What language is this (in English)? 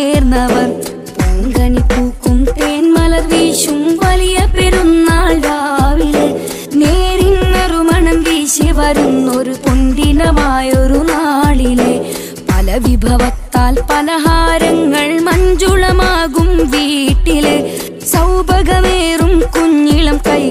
Malayalam